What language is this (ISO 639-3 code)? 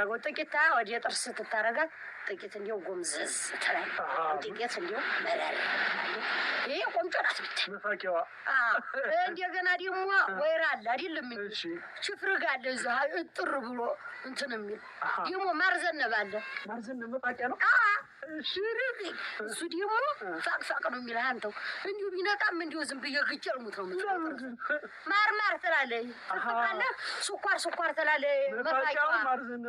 amh